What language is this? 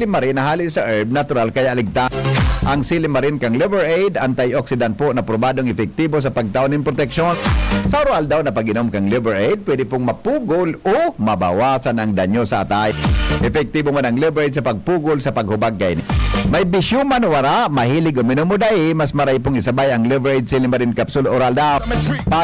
Bikol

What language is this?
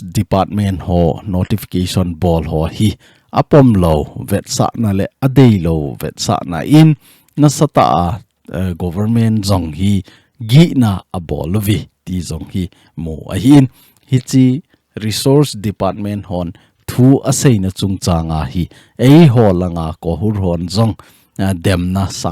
Thado Chin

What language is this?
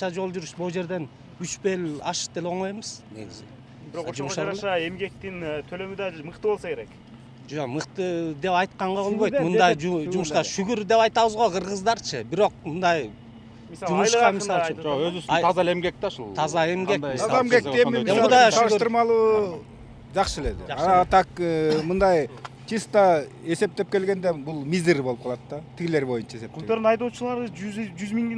Kyrgyz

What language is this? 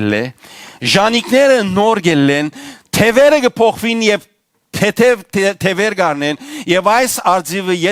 Western Armenian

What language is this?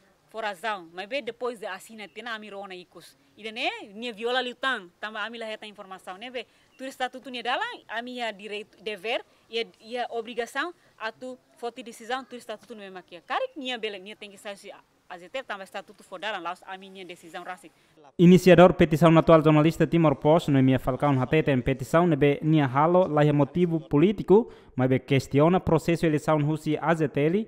Tetum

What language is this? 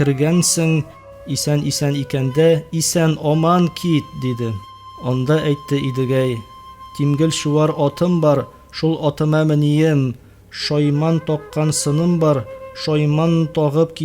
Tatar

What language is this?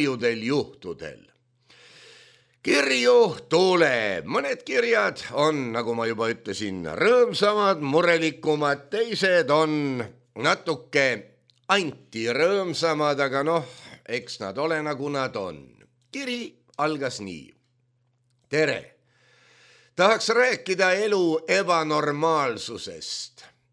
Estonian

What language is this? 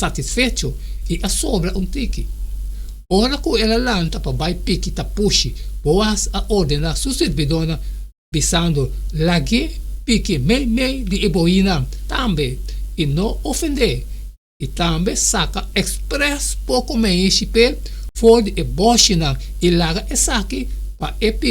Papiamento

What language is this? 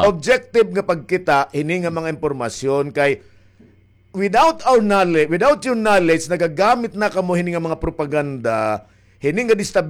Waray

